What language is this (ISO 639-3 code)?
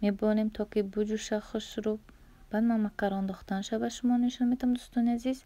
tgk